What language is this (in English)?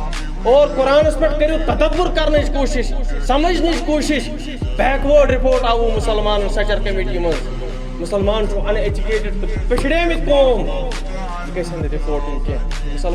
Kashmiri